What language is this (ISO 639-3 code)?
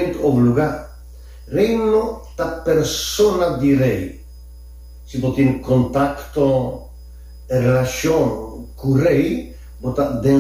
pap